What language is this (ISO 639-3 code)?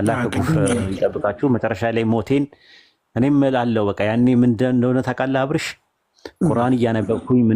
amh